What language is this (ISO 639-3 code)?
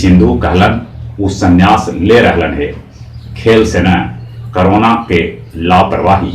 mag